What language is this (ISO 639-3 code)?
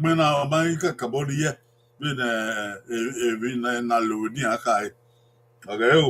bin